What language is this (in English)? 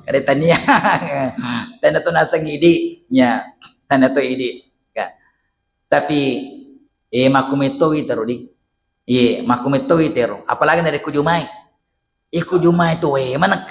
Buginese